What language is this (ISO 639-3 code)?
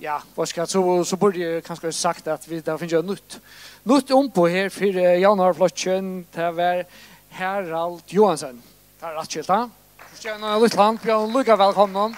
fao